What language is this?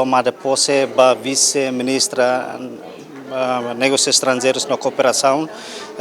Tetum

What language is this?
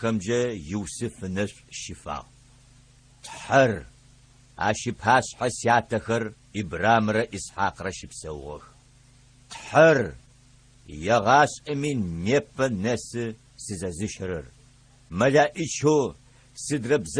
Adyghe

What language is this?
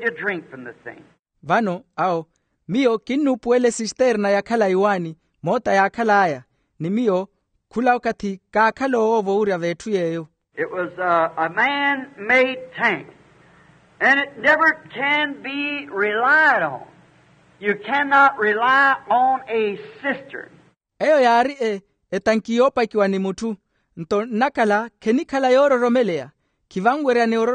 Makhuwa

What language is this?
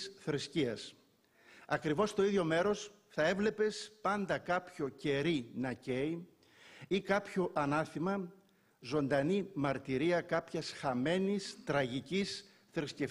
Greek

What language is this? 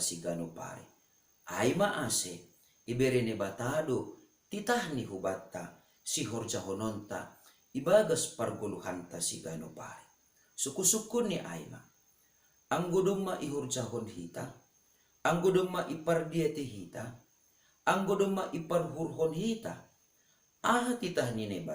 Batak Simalungun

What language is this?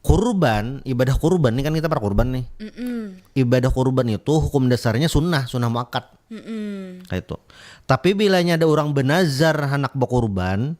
Banjar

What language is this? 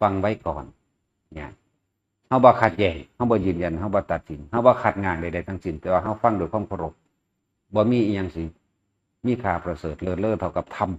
Northeastern Thai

